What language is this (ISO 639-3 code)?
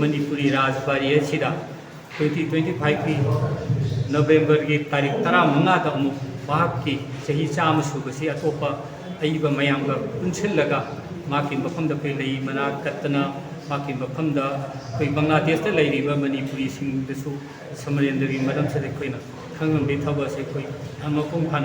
mni